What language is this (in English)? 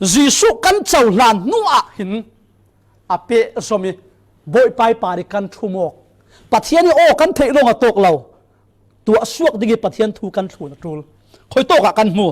Falam Chin